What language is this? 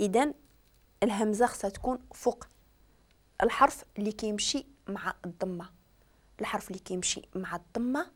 Moroccan Arabic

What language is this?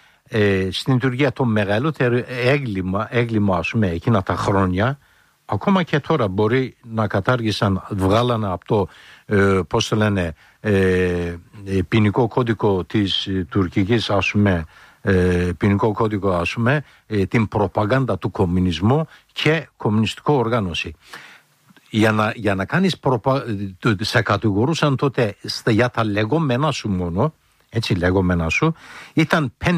Greek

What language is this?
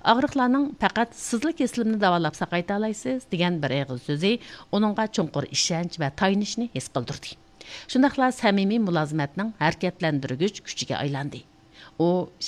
Uyghur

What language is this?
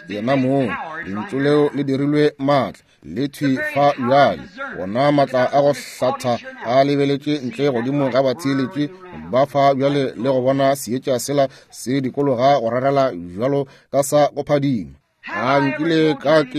Northern Sotho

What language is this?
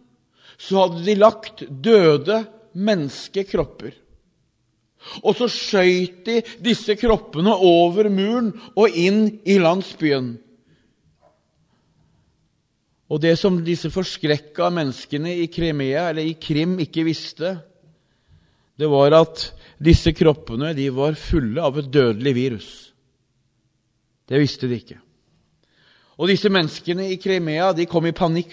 Norwegian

